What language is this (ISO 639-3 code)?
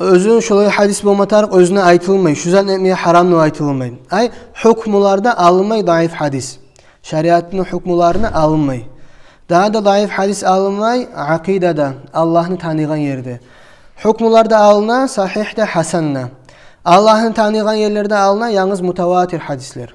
kum